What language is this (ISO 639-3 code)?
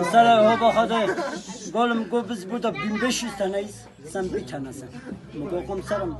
kur